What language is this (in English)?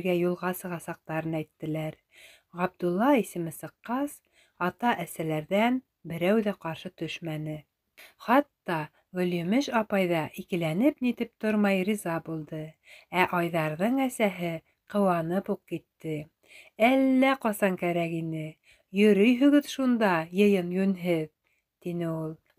Bashkir